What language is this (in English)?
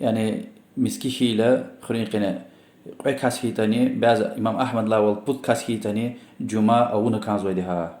Lezghian